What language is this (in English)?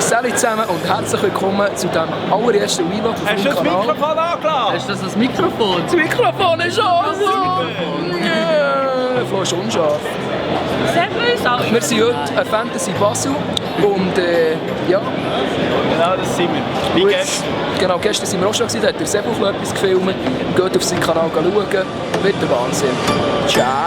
Swiss German